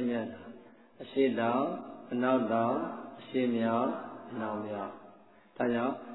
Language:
Burmese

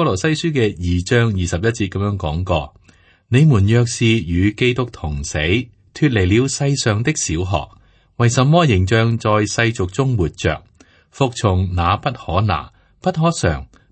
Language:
Cantonese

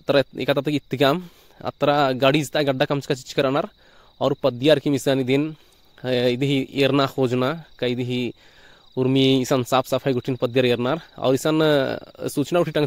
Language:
Kurukh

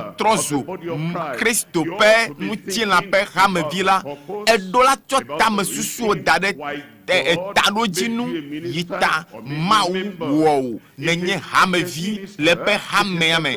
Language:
Ewe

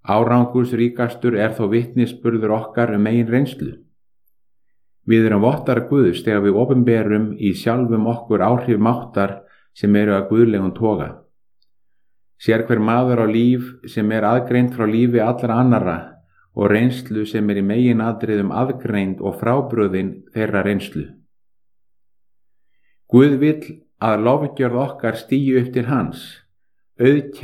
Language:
Icelandic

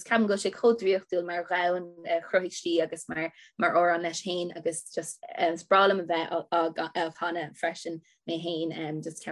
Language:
Irish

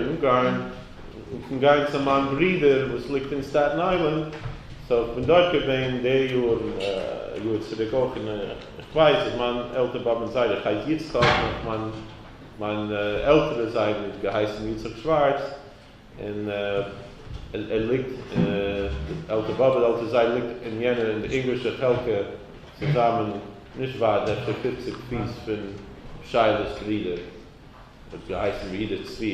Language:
Yiddish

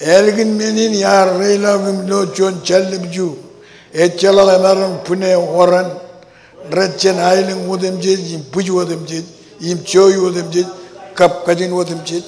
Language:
Marshallese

